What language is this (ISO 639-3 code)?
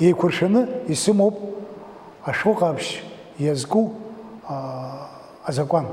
abk